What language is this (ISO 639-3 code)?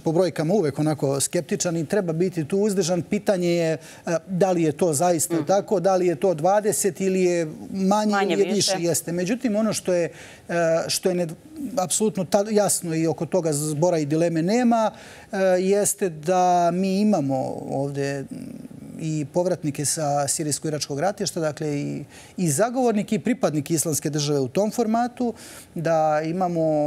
srp